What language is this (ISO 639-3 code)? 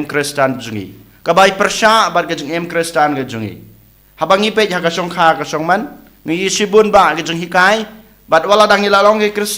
kha